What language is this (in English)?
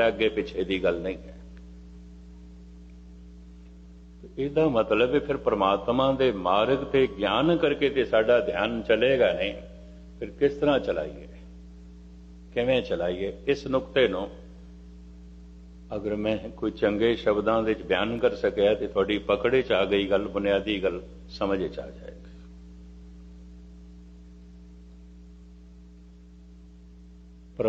Punjabi